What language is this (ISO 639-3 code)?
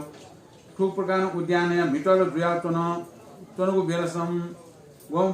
new